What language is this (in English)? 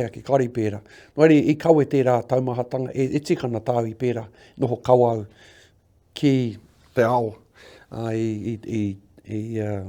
Māori